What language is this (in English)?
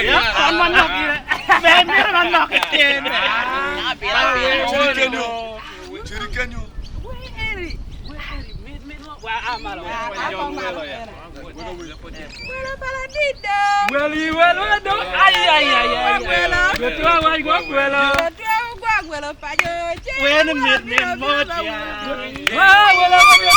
Acoli